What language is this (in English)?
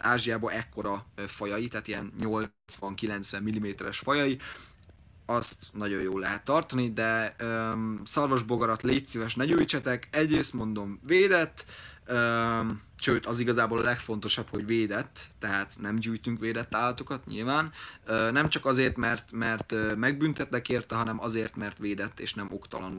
Hungarian